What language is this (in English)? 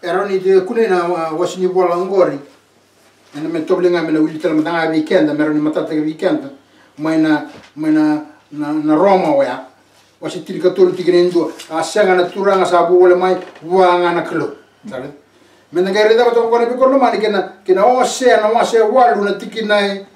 Fijian